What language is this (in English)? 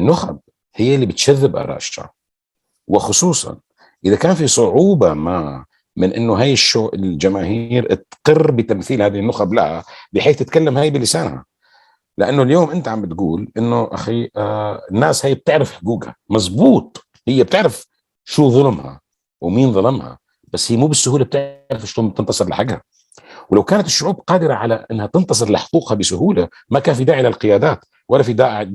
North Levantine Arabic